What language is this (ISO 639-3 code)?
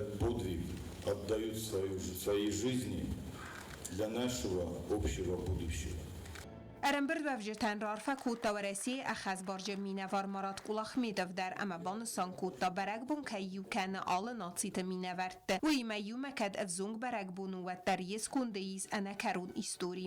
oss